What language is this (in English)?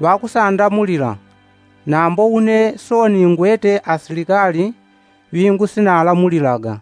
Yao